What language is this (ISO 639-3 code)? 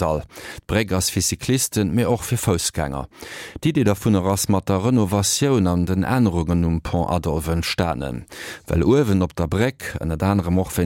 ltz